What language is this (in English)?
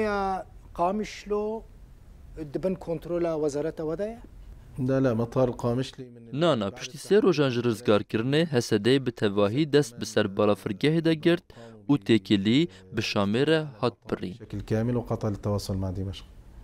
Kurdish